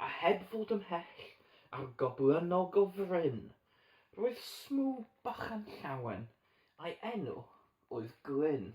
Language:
Welsh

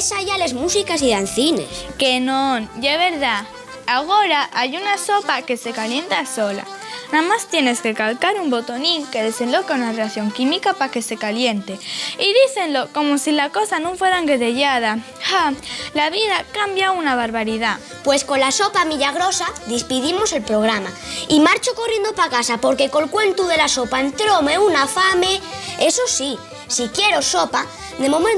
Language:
Asturian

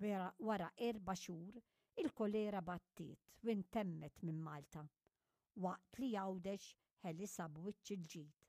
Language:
Maltese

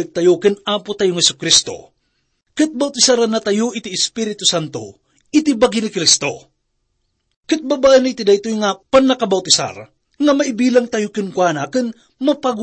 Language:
Iloko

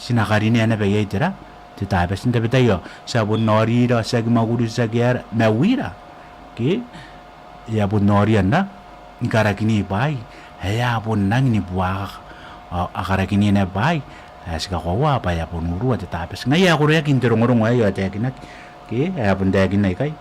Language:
Gilbertese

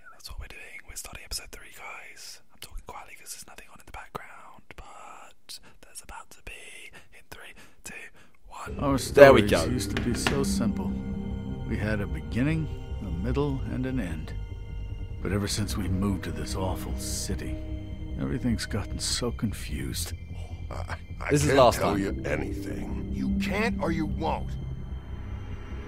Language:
English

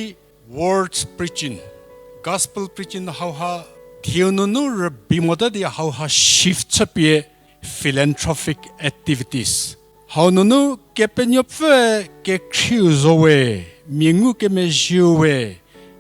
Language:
Angami Naga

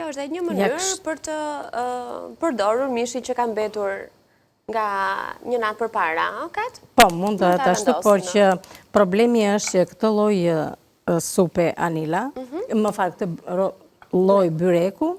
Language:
Albanian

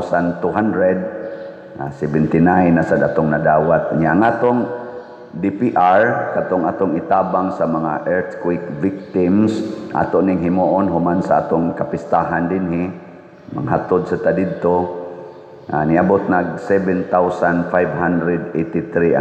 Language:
Cebuano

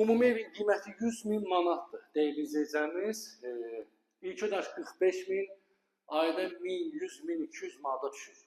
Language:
Azerbaijani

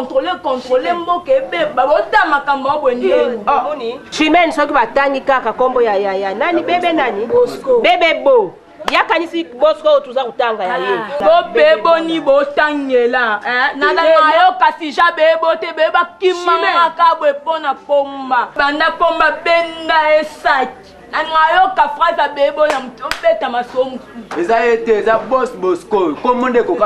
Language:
Lingala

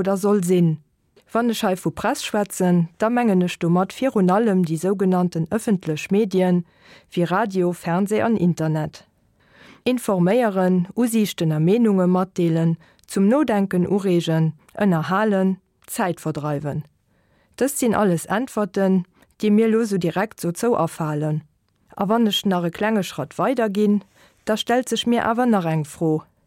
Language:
Luxembourgish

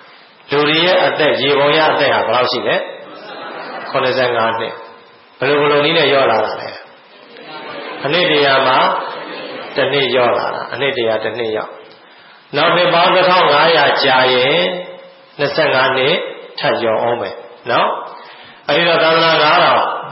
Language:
Burmese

